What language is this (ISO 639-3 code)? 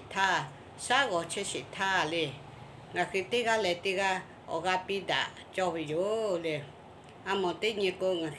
lhu